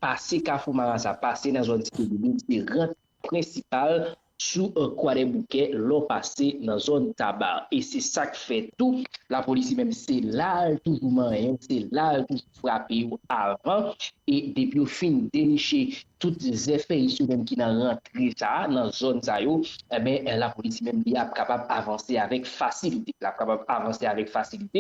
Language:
Haitian Creole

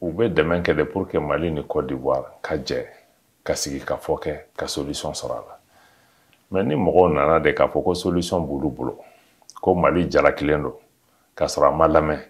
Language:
Bambara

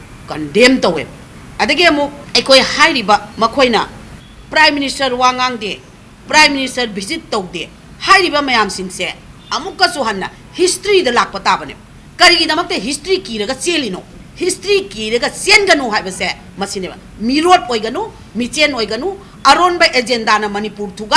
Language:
Manipuri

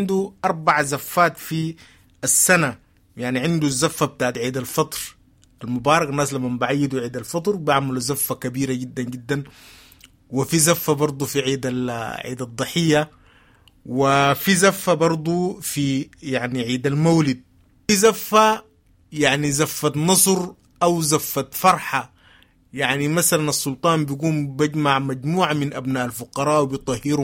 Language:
Sudanese Arabic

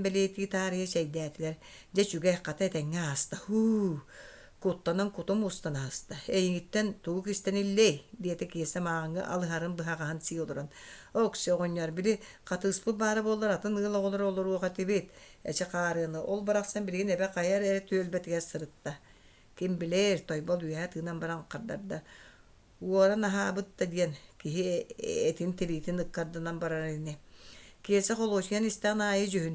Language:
Yakut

